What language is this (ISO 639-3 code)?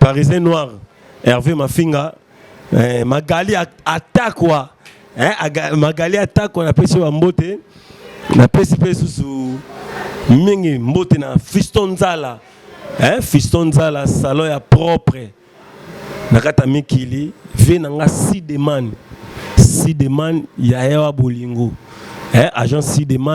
lin